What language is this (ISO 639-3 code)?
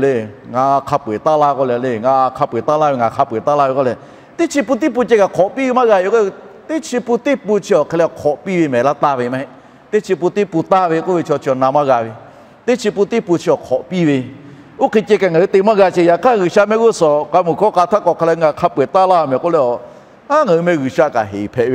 lhu